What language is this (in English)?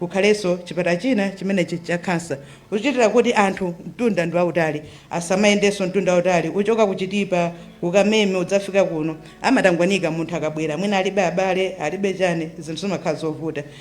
Nyanja